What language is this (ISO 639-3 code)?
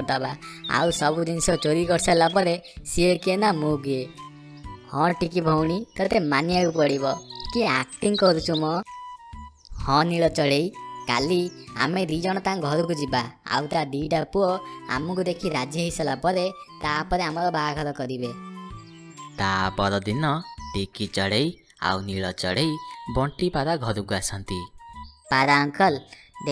ori